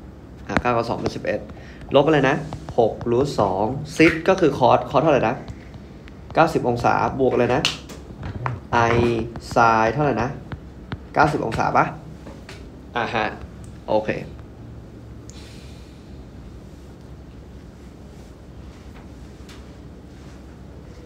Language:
Thai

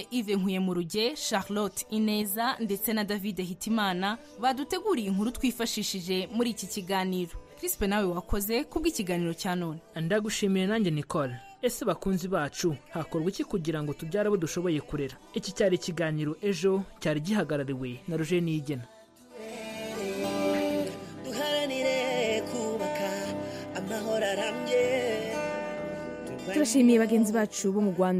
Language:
Kinyarwanda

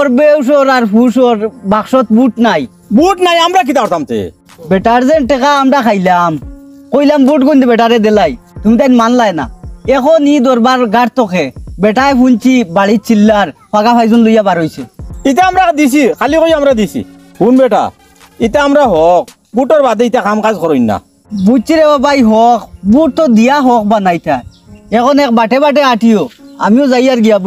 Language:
Sylheti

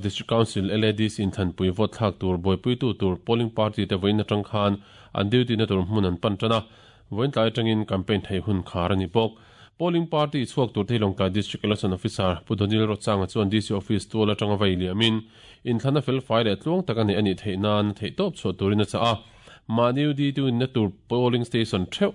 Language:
Mizo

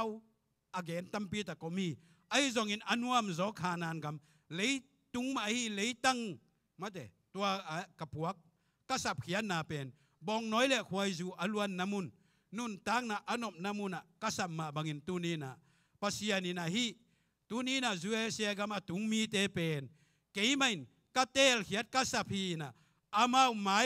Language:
Tedim Chin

